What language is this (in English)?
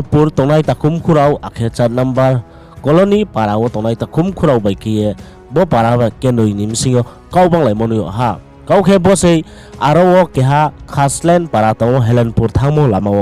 Riang (India)